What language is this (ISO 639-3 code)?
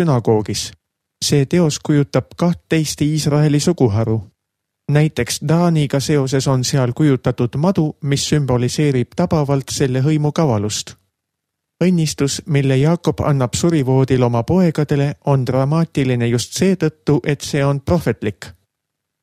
est